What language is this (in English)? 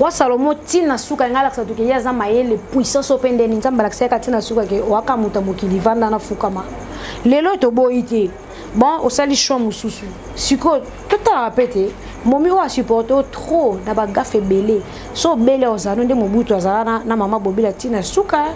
Lingala